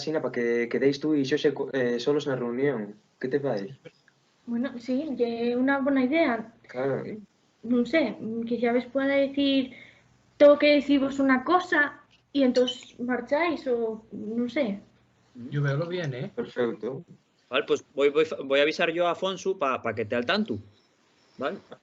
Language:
Asturian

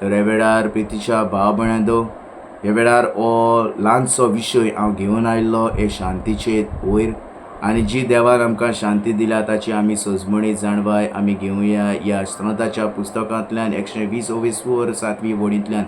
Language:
Konkani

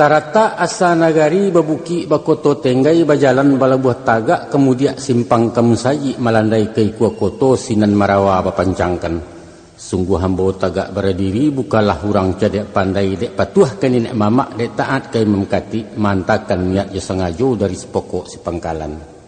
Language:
Minangkabau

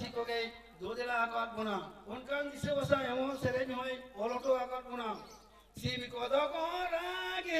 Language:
Santali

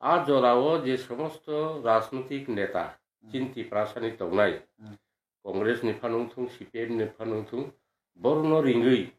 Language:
Kok Borok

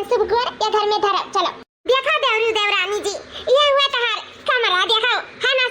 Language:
Awadhi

